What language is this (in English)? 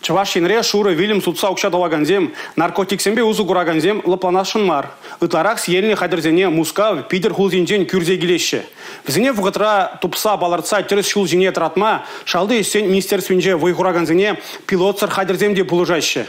Chuvash